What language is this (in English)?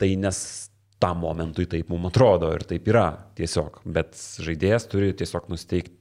Lithuanian